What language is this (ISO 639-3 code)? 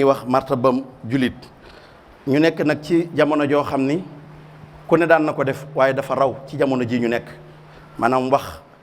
wol